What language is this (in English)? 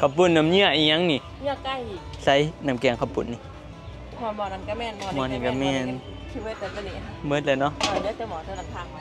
Northeastern Thai